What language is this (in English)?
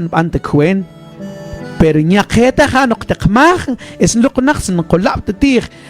Mam